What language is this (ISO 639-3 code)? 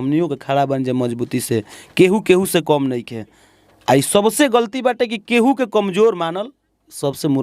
bho